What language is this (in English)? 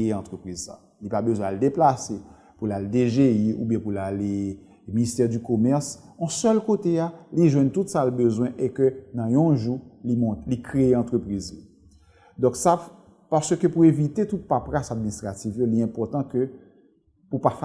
Haitian Creole